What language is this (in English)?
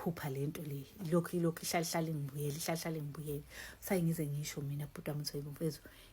Zulu